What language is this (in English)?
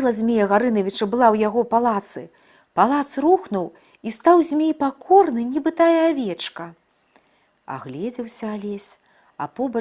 Belarusian